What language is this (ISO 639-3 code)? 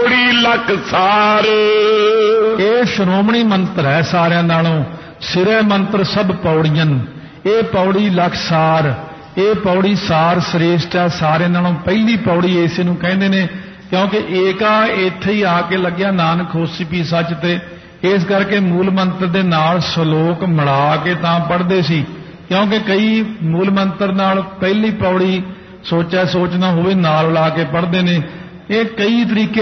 pan